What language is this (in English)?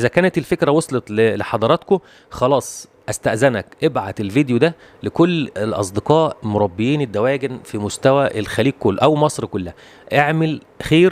Egyptian Arabic